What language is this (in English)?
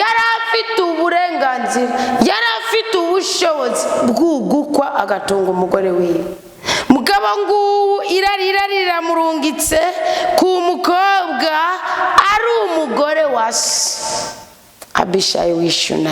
Rundi